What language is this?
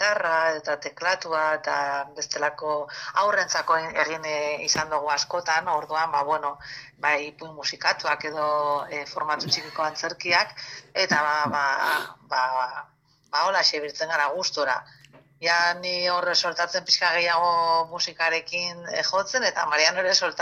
Basque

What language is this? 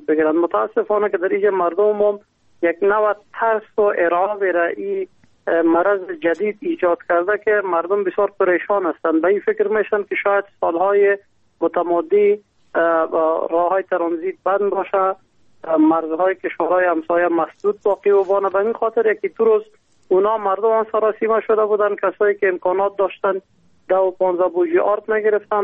Persian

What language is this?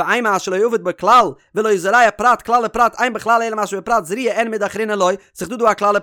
Yiddish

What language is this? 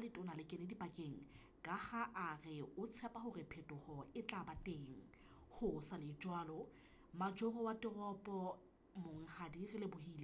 Southern Sotho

